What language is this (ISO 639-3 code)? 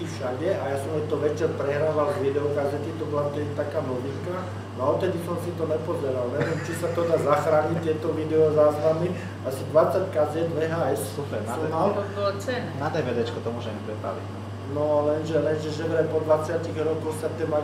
slk